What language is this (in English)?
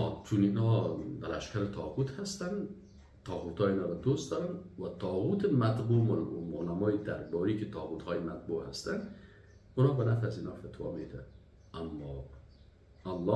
Persian